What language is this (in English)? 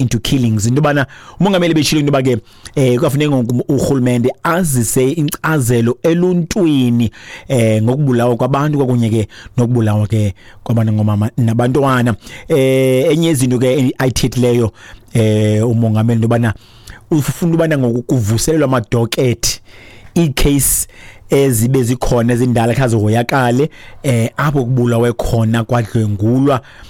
Xhosa